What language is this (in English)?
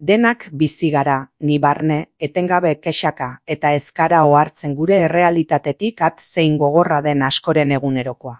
Basque